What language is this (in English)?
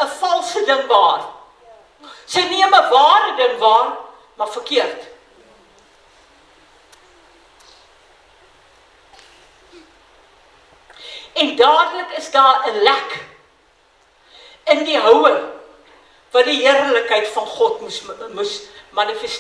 Afrikaans